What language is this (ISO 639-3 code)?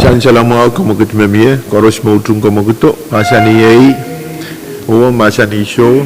pon